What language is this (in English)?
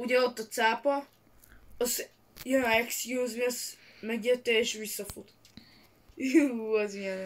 Hungarian